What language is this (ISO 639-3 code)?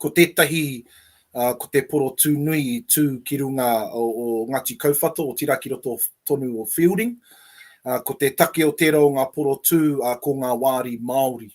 mri